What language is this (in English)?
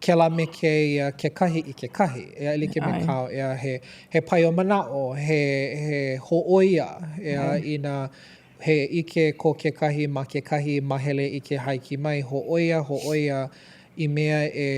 Hawaiian